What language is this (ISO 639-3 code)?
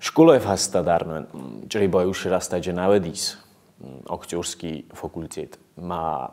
oss